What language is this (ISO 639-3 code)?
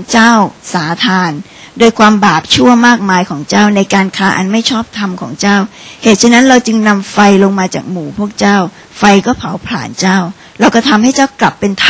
tha